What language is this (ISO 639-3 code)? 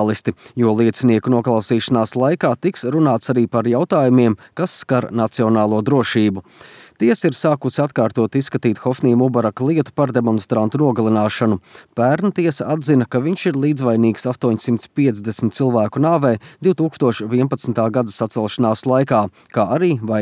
lav